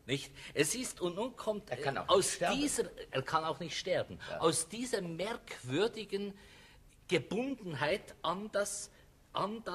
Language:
German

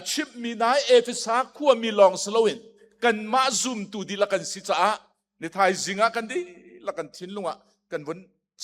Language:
Hakha Chin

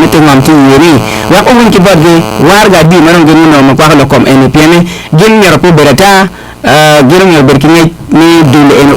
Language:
Acoli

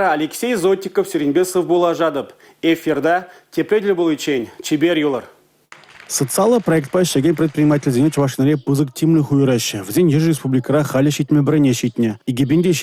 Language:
Chuvash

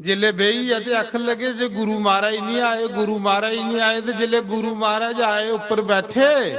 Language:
Dogri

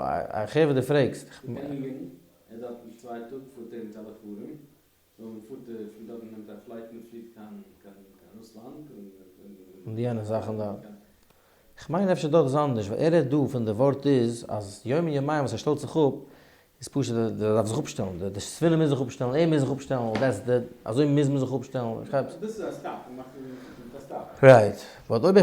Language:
Yiddish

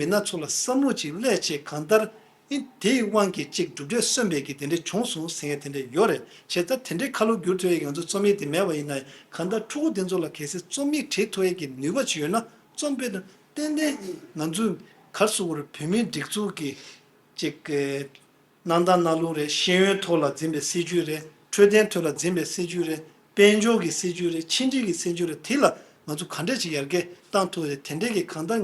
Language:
Tibetan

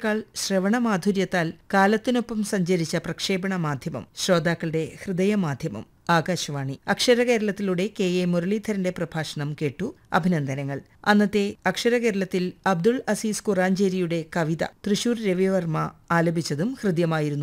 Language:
Malayalam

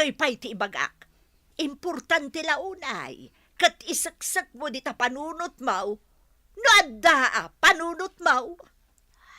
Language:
Iloko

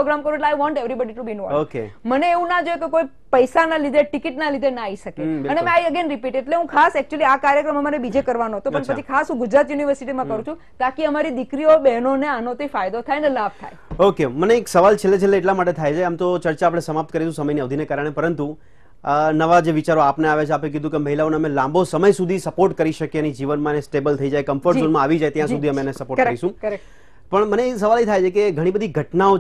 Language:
Gujarati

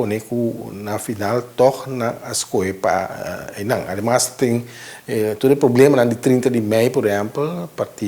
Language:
Papiamento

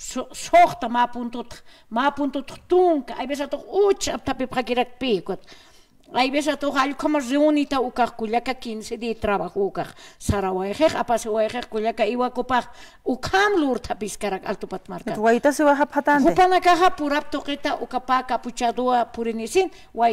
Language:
Aymara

